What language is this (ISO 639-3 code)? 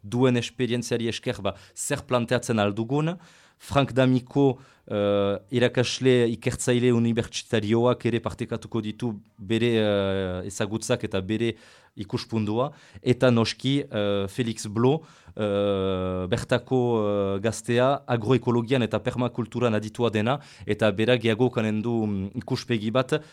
eus